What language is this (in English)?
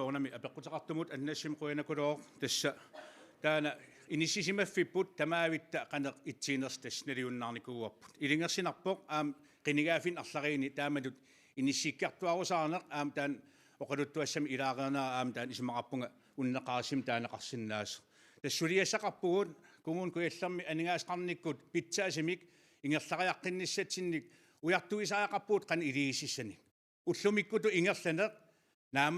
Kalaallisut